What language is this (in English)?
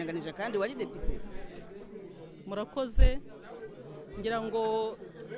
Kinyarwanda